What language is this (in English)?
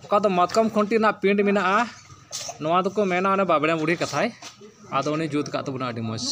Santali